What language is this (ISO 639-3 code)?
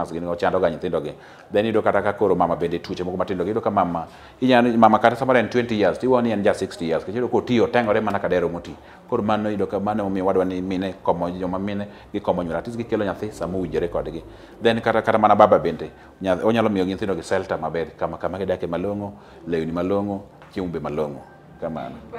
luo